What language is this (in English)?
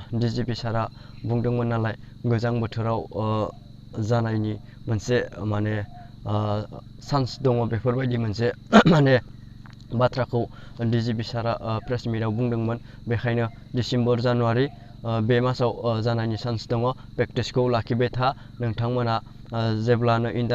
Bodo